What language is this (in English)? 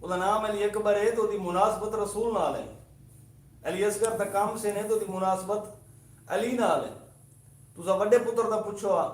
Saraiki